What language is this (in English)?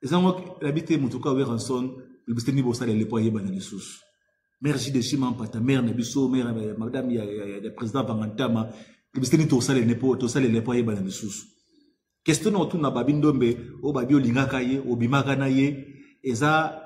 Lingala